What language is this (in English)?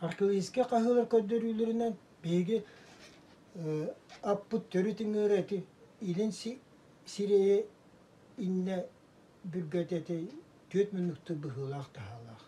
Yakut